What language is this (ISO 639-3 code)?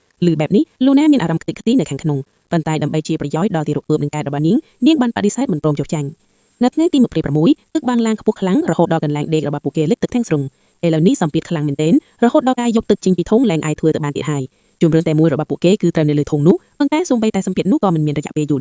khm